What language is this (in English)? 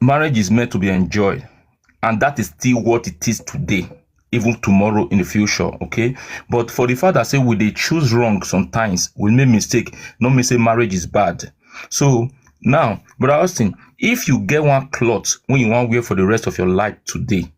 Nigerian Pidgin